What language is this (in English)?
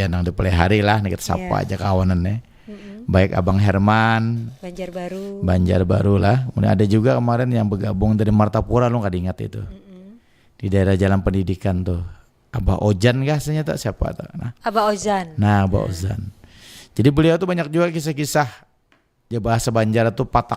Banjar